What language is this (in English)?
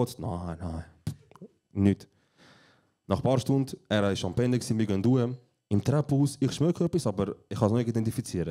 Swiss German